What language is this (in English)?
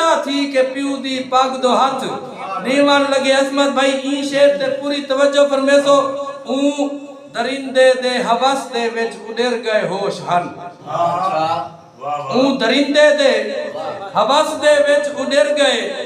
Saraiki